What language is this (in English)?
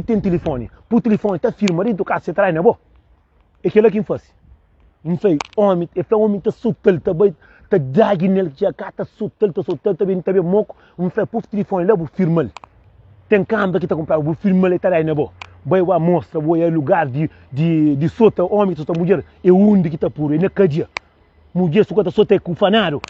Kabuverdianu